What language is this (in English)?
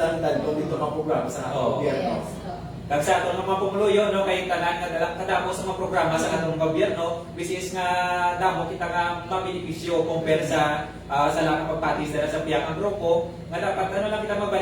Hiligaynon